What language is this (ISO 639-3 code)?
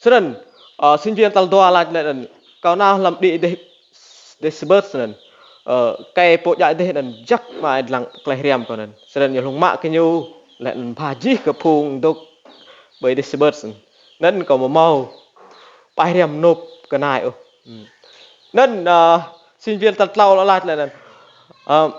rad